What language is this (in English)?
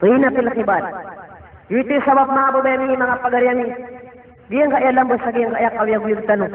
Maranao